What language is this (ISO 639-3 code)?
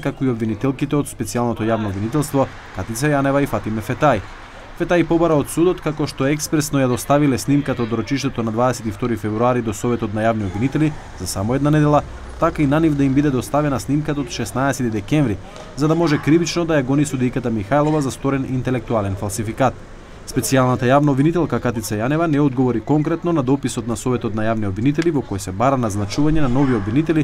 mkd